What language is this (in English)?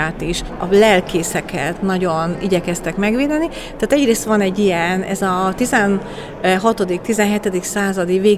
Hungarian